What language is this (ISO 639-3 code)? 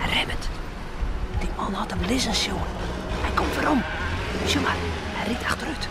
fry